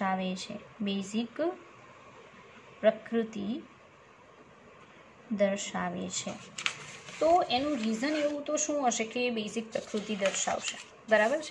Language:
Gujarati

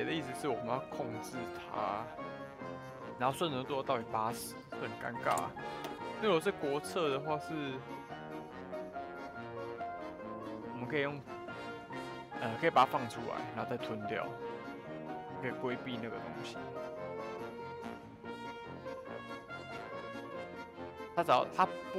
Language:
Chinese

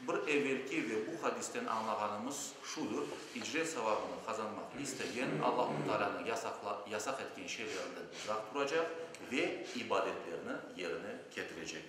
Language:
Crimean Tatar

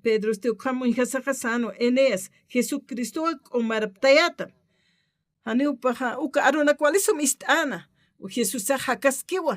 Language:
Aymara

